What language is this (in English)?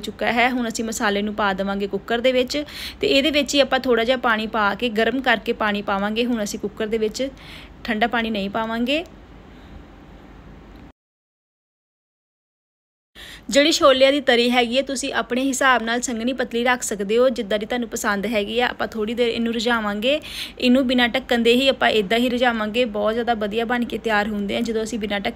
Punjabi